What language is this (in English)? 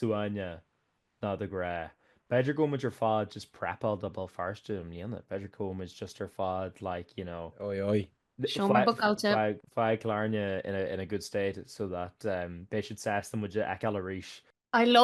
Irish